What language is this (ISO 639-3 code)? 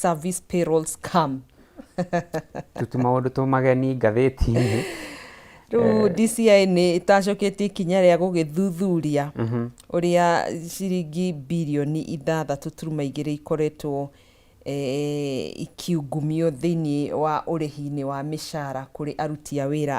kik